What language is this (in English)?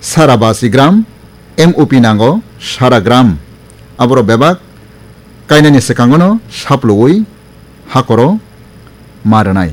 Kok Borok